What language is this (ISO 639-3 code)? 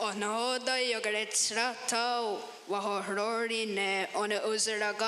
moh